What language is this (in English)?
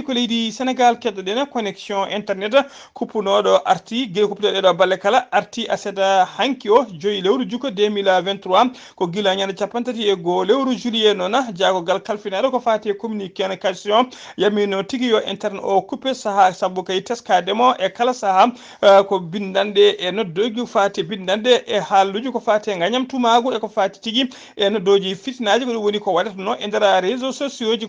Fula